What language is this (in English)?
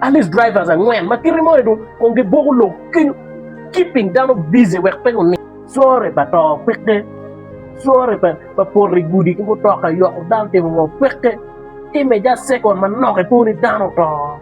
Acoli